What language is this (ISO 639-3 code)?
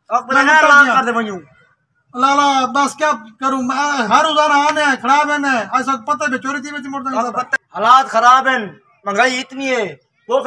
skr